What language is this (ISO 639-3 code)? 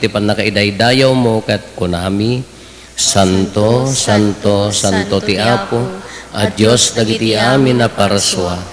ilo